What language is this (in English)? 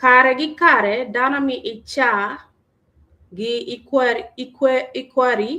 Acoli